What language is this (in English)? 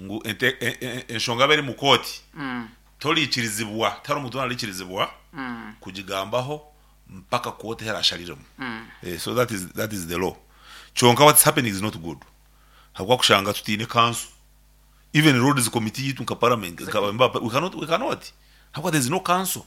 Nyankole